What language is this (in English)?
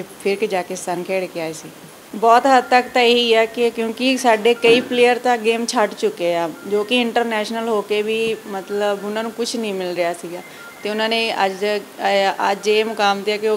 Punjabi